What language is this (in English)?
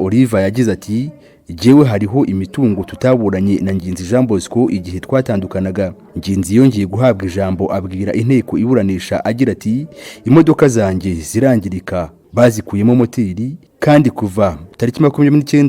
Kinyarwanda